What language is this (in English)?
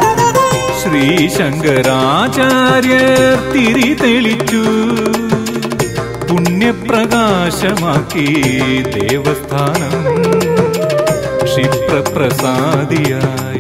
Malayalam